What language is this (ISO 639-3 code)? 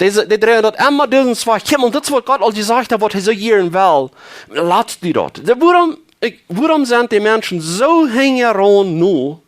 pdt